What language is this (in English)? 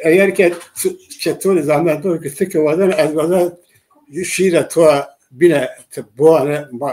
Zaza